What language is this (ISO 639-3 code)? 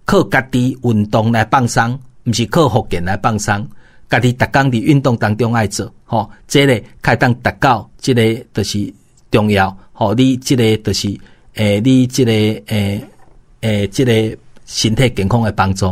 nan